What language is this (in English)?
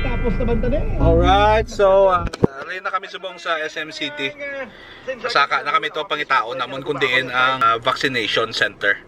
Hiligaynon